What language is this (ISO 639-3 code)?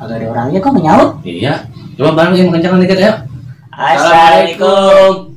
bew